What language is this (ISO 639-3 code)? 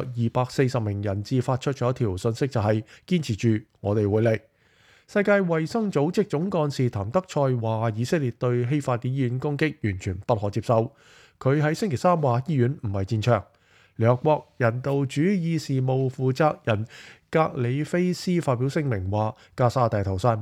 yue